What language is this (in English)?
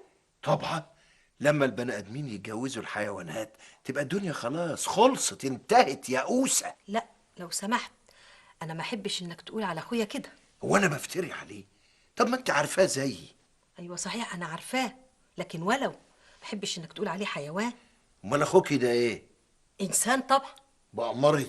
Egyptian Arabic